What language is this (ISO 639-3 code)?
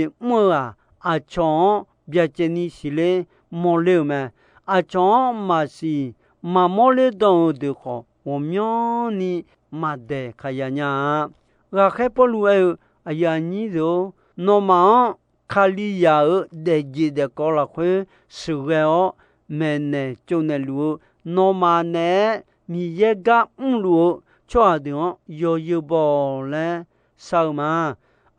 ahk